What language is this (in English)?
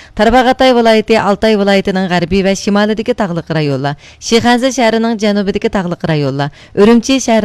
Uyghur